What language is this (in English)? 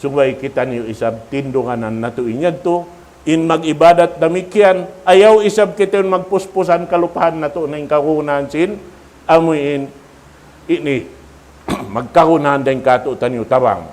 Tausug